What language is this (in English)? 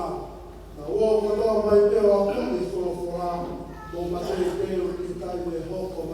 Tongan